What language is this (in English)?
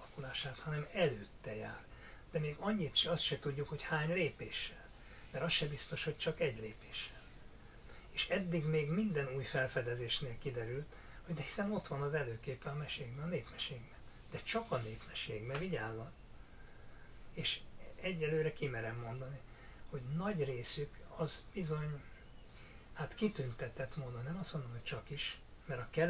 Hungarian